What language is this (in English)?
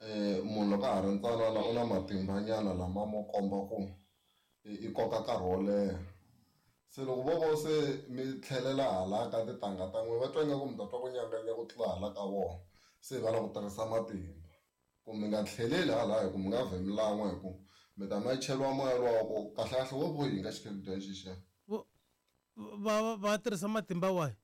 Tsonga